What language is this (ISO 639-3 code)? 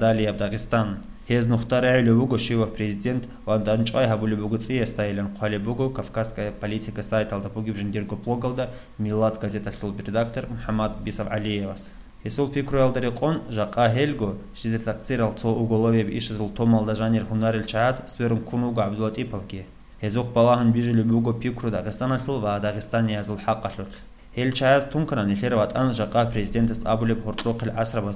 ava